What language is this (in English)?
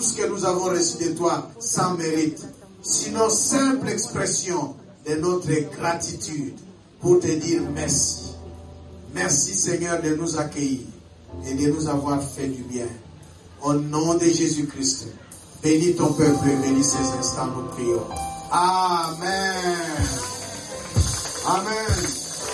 French